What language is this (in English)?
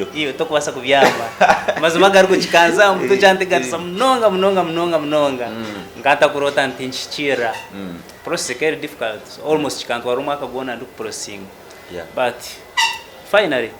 Nyankole